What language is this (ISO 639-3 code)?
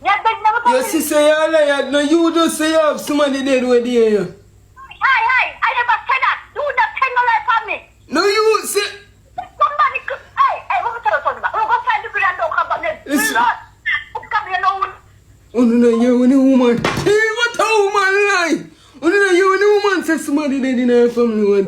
jam